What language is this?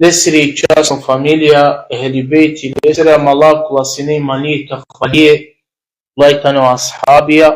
Balkan Romani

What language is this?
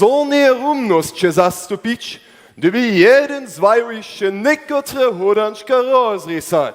Upper Sorbian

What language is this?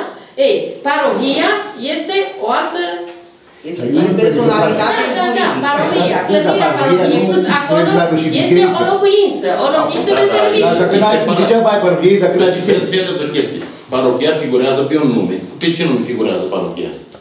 Romanian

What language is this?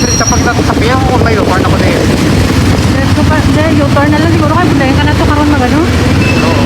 Hiligaynon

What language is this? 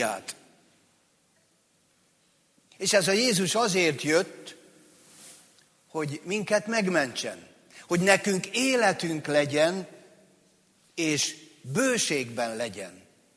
Hungarian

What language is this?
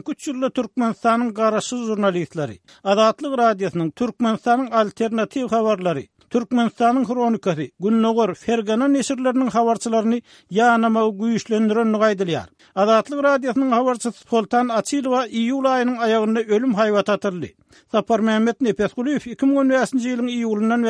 Turkmen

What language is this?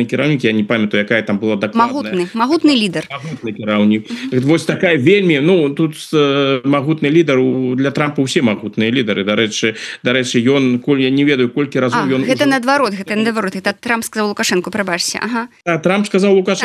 Belarusian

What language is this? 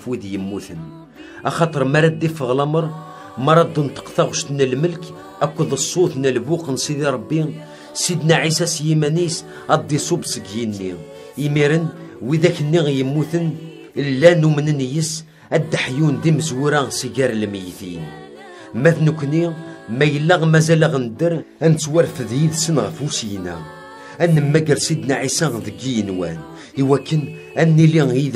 Kabyle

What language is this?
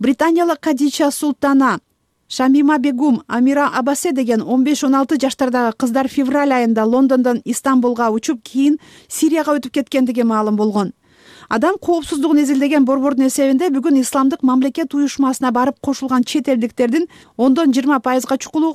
Kyrgyz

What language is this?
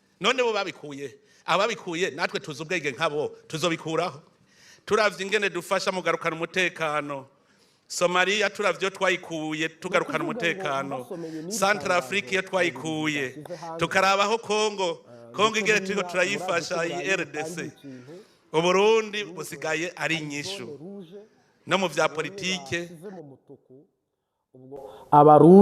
Kinyarwanda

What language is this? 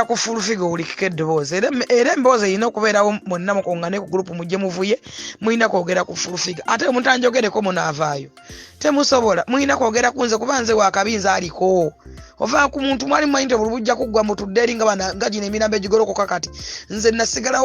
Ganda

